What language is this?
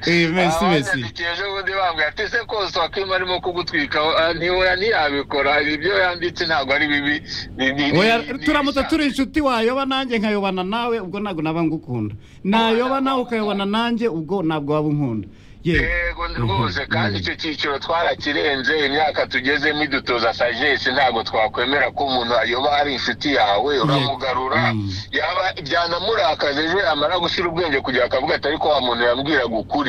Kinyarwanda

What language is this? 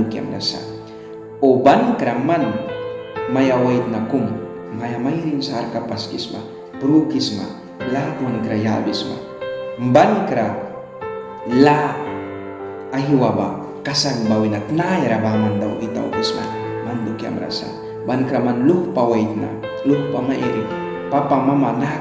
Mískito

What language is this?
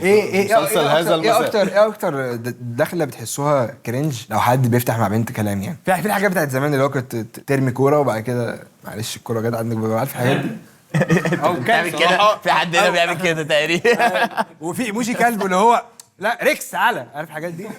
Egyptian Arabic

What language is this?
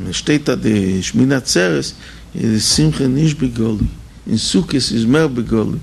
Yiddish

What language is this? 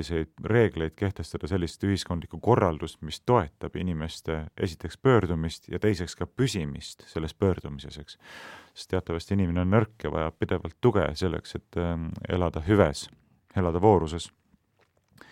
Estonian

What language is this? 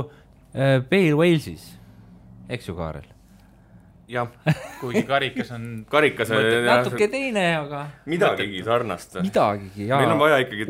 Estonian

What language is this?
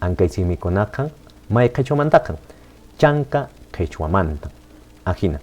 Quechua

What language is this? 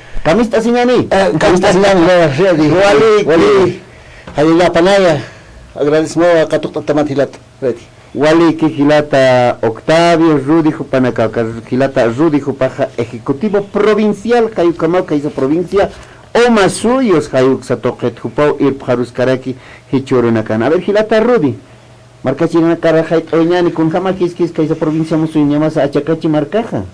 Aymara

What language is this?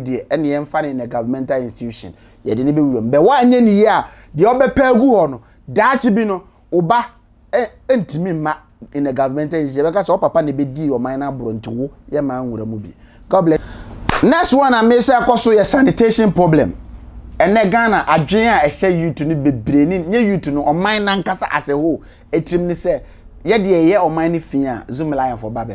Akan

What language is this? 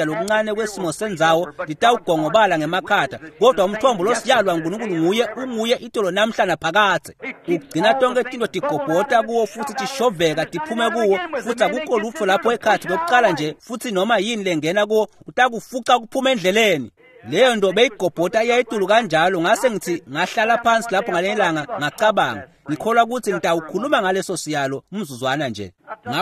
Swati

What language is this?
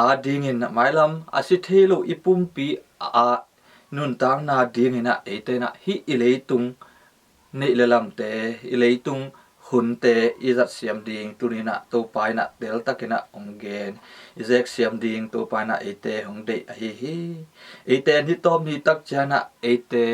Tedim Chin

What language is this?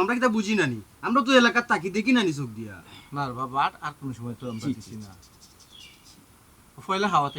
Sylheti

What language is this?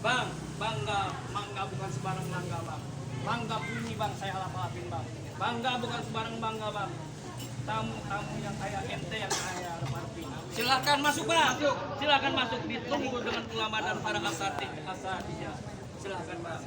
Betawi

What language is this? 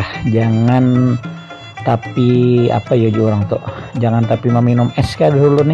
Banjar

